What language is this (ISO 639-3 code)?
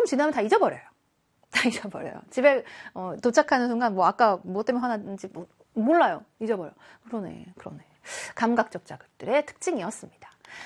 kor